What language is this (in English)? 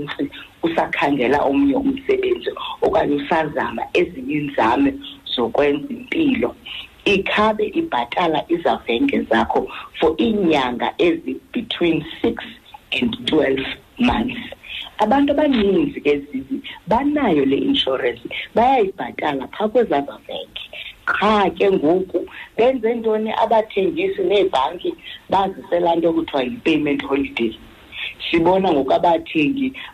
Xhosa